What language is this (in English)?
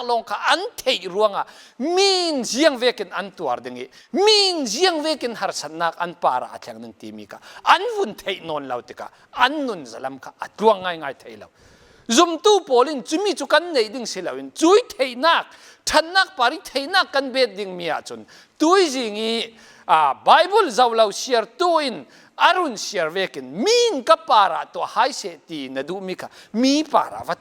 Falam Chin